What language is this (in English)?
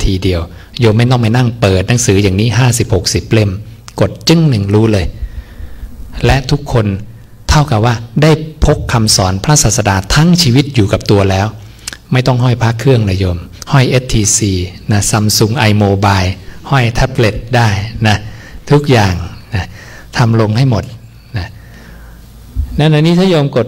Thai